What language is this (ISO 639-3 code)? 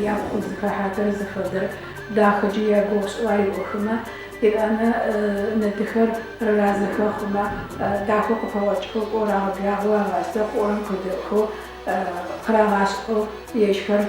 ady